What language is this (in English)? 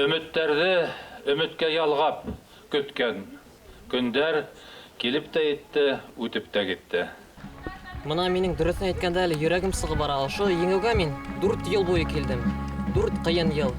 Bashkir